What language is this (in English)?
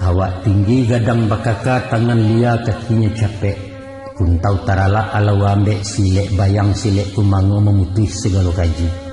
Minangkabau